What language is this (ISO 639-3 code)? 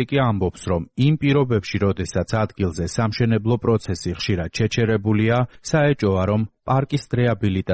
kat